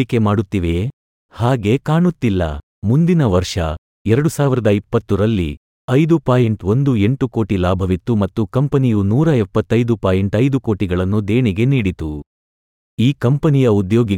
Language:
Kannada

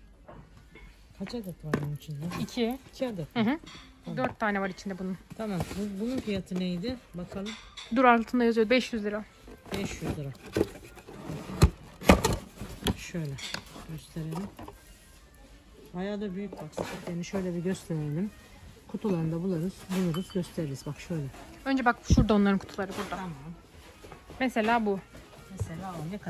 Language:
Turkish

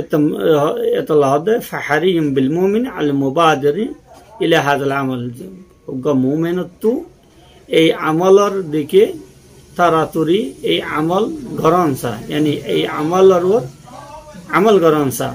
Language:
Rohingya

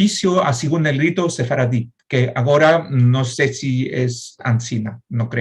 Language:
Ladino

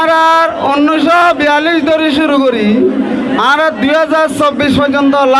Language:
Rohingya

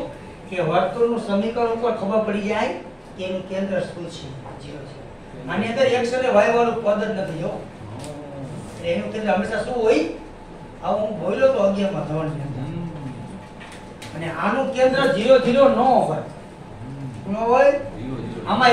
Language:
Gujarati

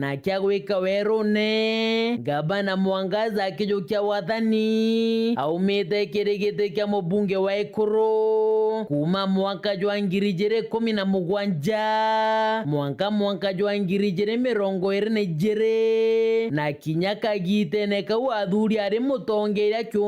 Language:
Meru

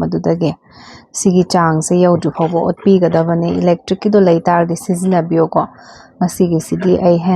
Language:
Manipuri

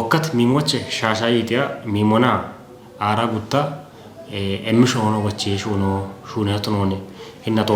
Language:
Kafa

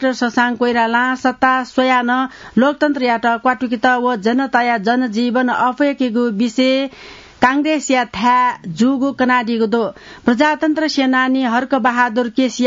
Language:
Newari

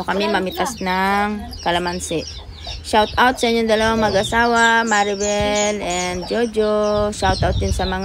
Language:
Filipino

